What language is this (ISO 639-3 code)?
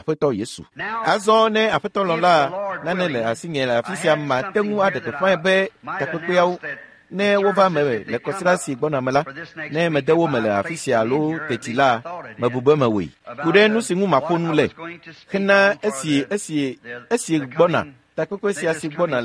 ewe